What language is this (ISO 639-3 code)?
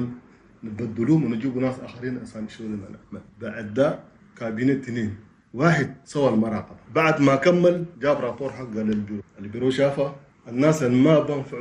shu